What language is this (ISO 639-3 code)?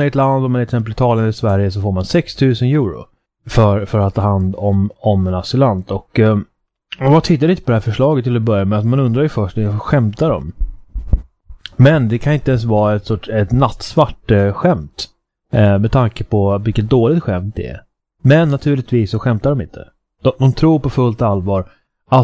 swe